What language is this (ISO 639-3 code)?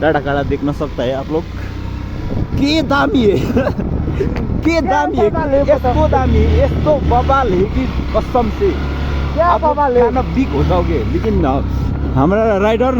nep